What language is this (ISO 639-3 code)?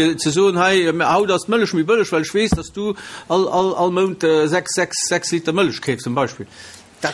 ltz